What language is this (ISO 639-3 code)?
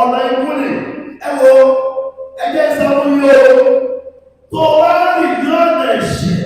yor